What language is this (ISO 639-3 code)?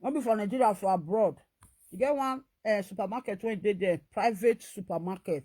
pcm